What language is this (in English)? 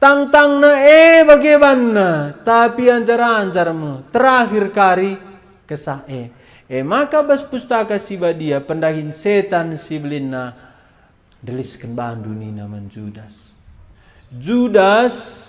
Batak Karo